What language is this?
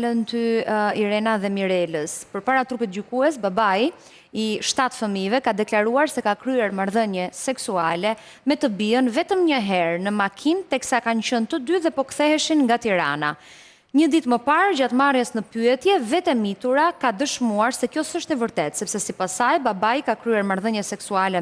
Albanian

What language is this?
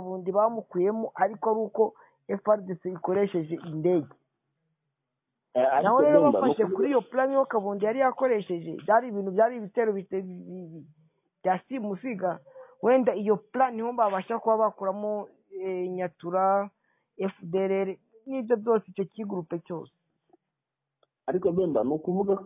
Kinyarwanda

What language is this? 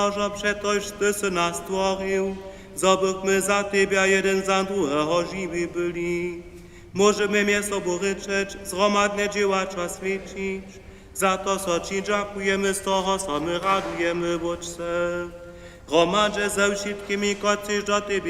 Upper Sorbian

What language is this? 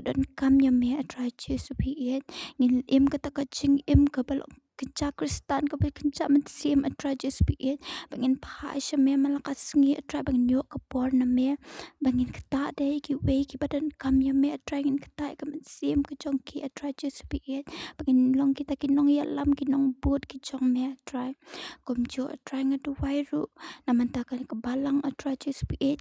Khasi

